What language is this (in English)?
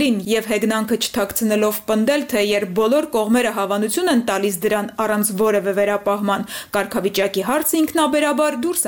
Armenian